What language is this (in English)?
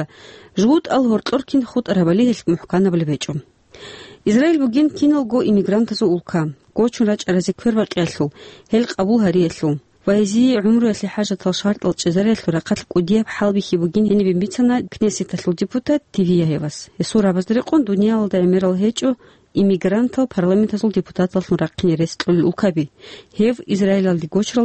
Avaric